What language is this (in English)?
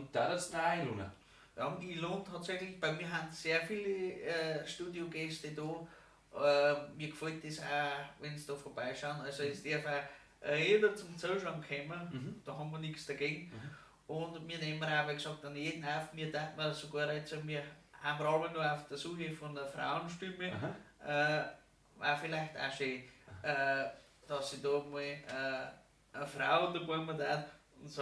Bavarian